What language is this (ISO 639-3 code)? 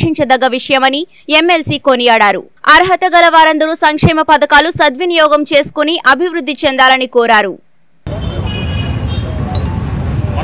tel